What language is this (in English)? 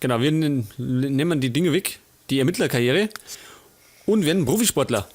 Bavarian